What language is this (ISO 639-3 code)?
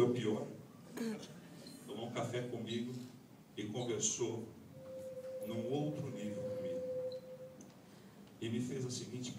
por